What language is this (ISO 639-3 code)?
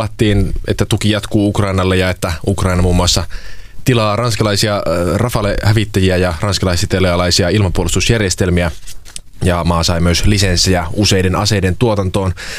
fin